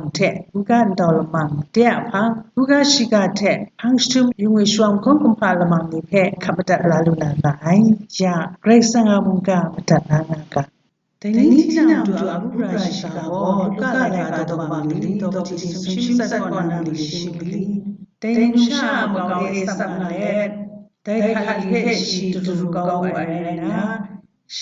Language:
Kachin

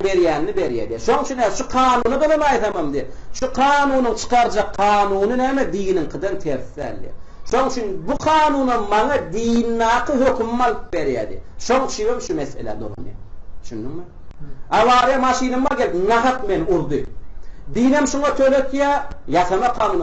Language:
Turkmen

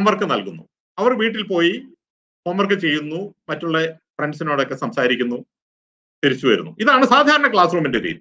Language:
Malayalam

